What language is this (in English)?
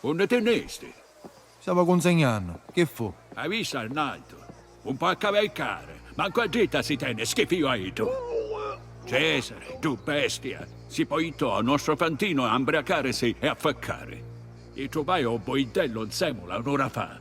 Sicilian